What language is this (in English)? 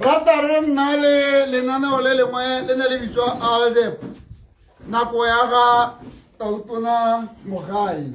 Tswana